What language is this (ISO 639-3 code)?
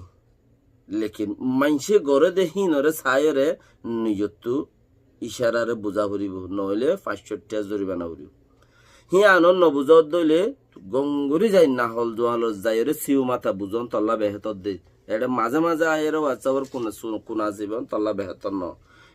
rhg